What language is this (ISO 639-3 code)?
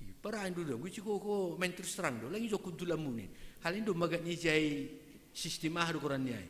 bts